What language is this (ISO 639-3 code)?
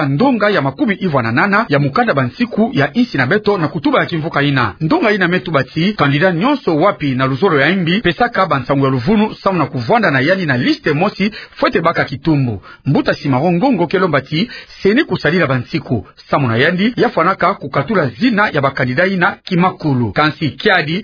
ktu